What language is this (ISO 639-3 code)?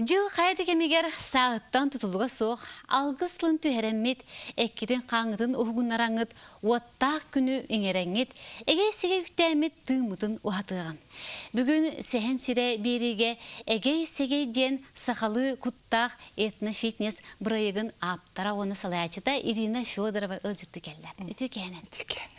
sah